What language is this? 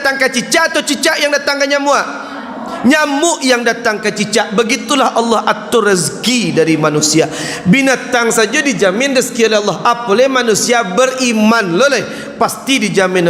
Minangkabau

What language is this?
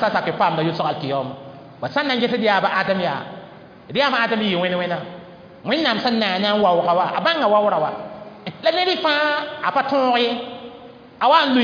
Mossi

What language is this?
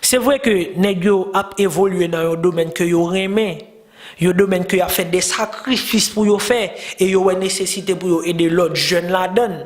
Haitian Creole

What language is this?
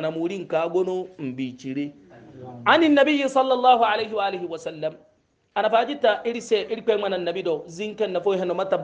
Hausa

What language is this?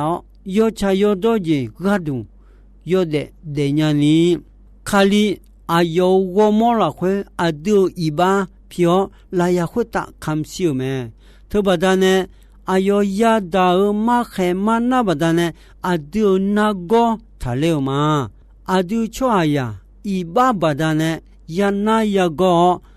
Akha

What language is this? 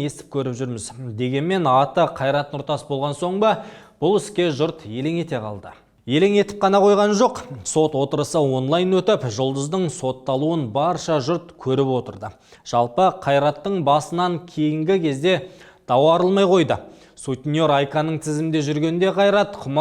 Kazakh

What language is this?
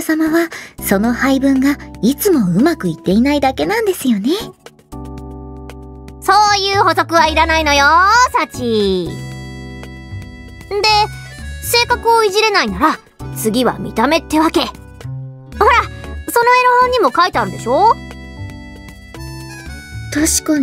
Japanese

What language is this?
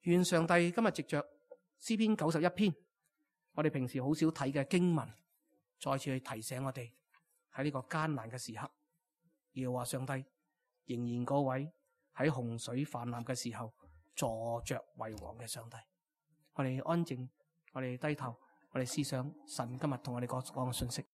Cantonese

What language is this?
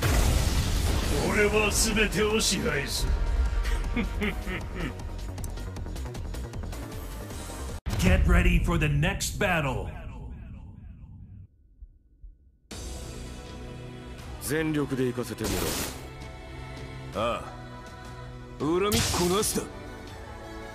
Japanese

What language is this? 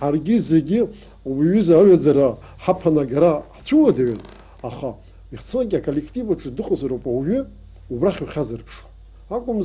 Abkhazian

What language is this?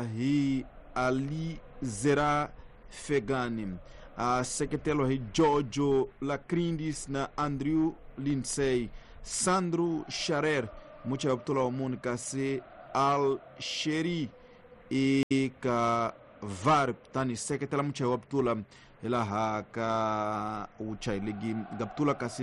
Tsonga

